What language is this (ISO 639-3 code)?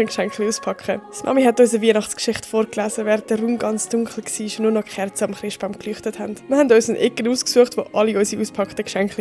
gsw